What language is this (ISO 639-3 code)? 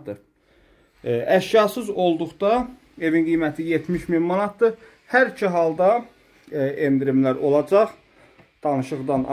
aze